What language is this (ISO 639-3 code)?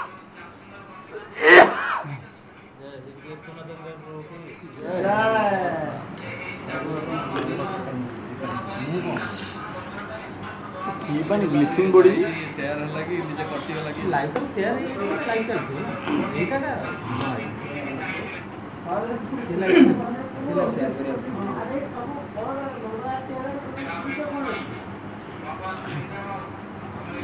ori